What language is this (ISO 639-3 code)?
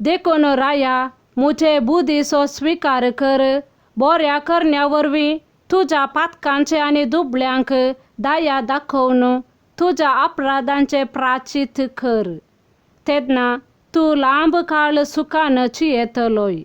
kok